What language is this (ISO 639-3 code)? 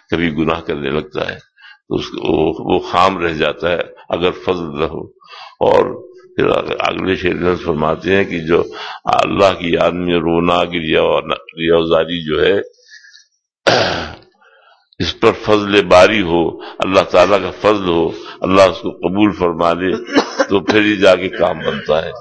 urd